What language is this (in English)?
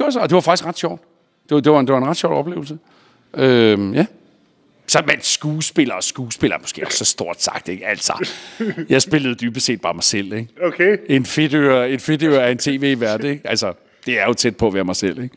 Danish